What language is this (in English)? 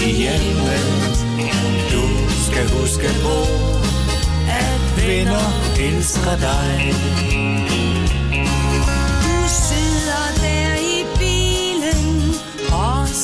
Danish